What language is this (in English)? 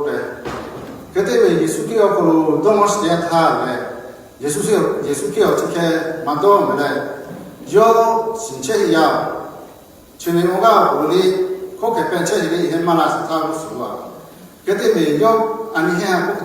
Lahu